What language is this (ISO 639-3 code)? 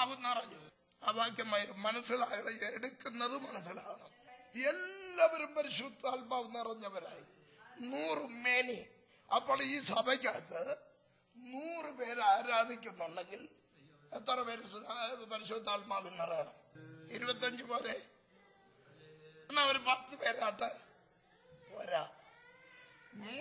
mal